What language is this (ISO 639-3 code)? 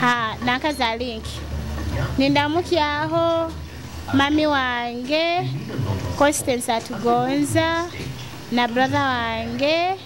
nyo